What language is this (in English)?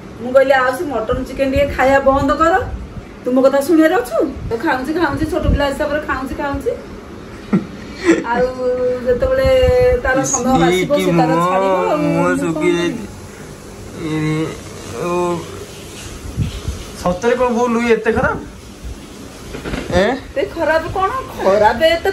Odia